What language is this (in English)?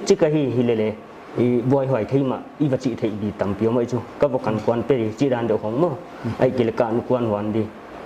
Paite Chin